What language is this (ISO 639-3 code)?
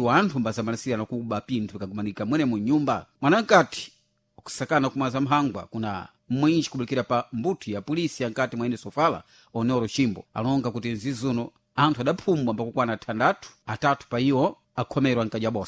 seh